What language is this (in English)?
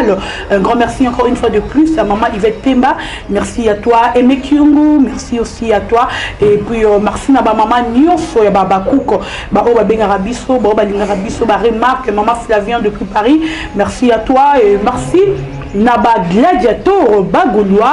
Lingala